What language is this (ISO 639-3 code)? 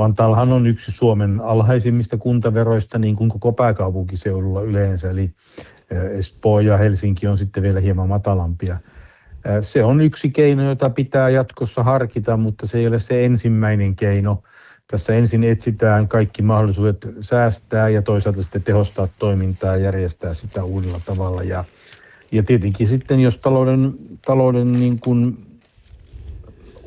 fin